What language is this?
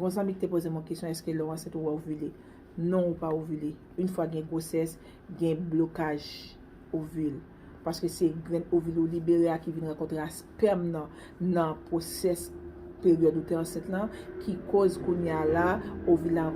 Haitian Creole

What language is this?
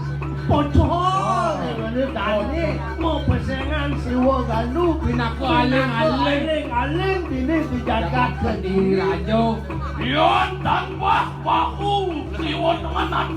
Balinese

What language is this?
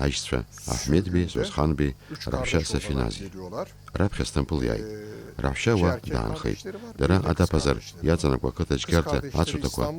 Abkhazian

